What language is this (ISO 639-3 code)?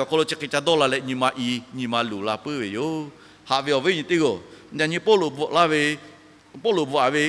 lhu